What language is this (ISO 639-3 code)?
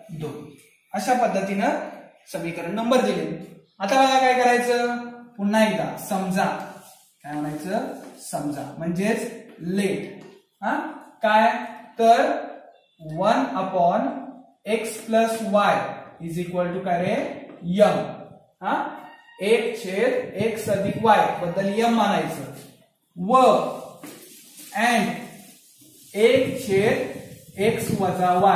mar